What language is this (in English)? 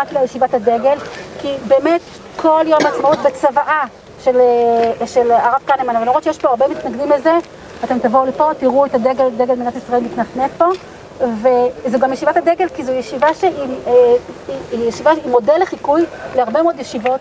Hebrew